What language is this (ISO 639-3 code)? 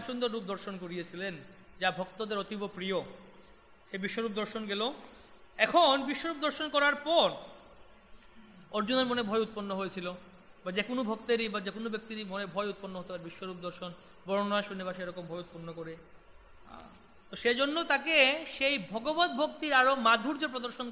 ben